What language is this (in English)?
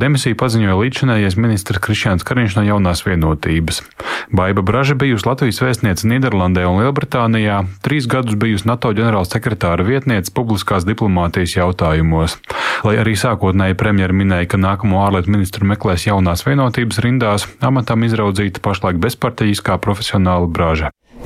Latvian